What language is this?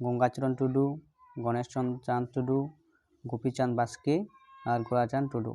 Santali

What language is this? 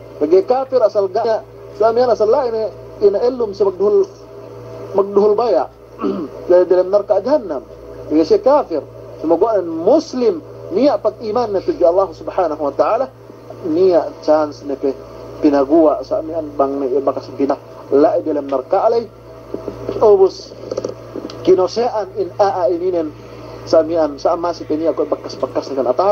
Yakan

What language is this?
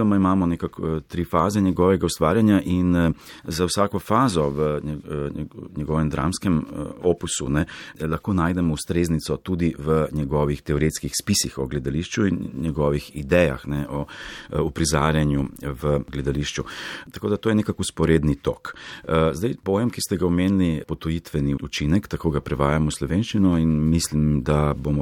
Slovenian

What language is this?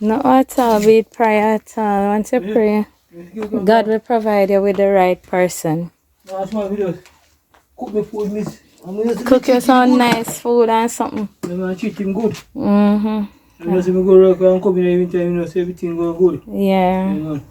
Jamaican Creole English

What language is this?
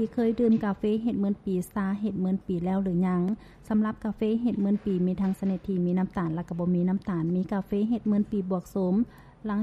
Lao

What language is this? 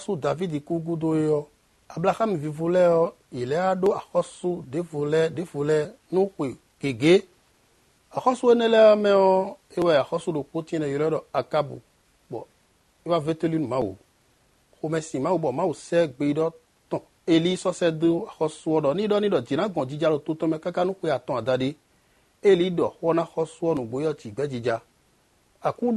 Somali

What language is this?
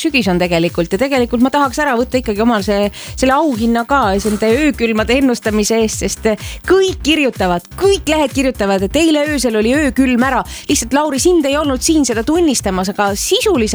Estonian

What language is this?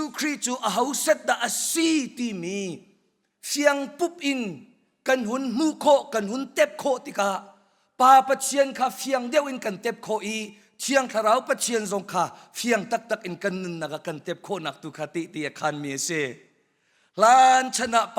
Hakha Chin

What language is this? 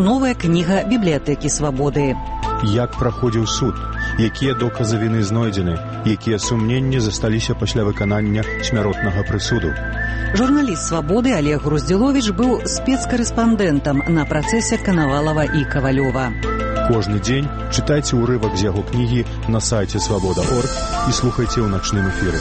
Belarusian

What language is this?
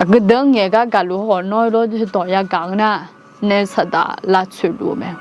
Akha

